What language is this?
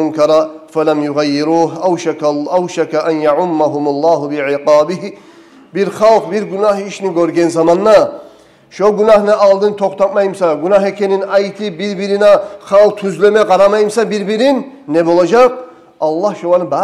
Kumyk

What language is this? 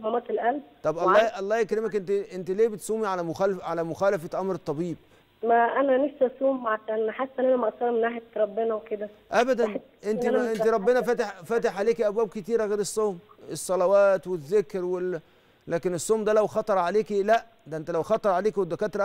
Egyptian Arabic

